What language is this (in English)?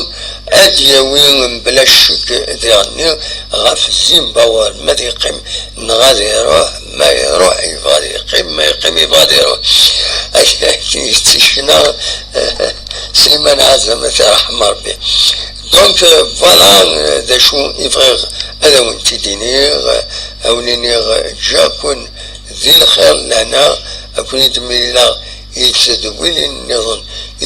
Kabyle